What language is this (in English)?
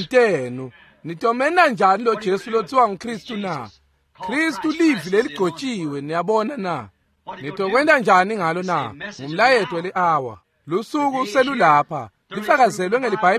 Swati